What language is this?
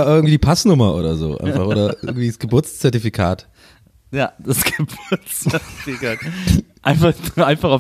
German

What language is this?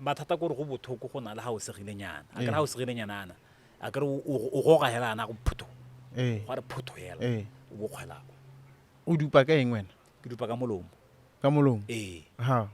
Tswana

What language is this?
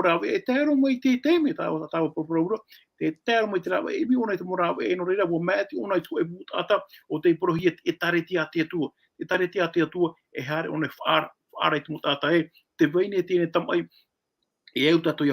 Tahitian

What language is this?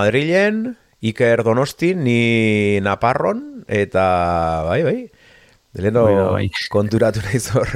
Basque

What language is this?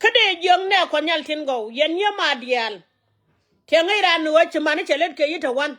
Nuer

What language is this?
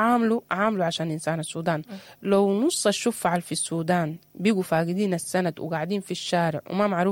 Sudanese Arabic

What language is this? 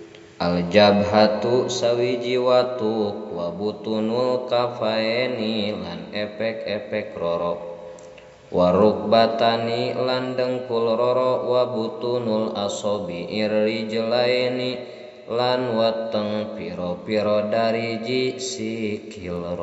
Sundanese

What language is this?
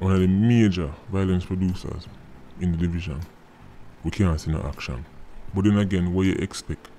Jamaican Creole English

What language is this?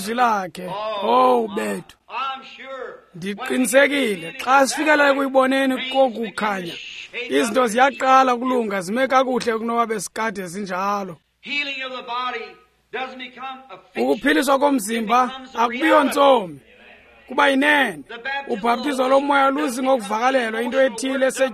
Xhosa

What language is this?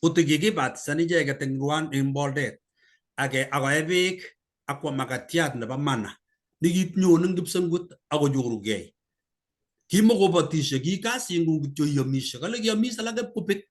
Kalenjin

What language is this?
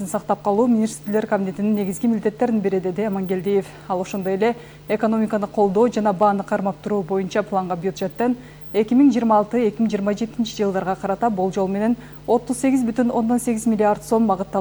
Kyrgyz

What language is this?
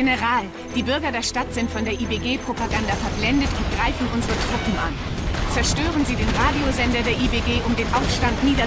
Bavarian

